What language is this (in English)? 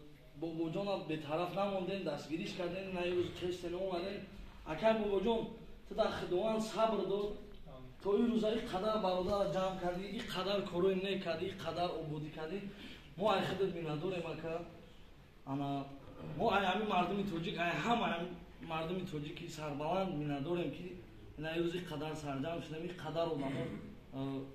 Tajik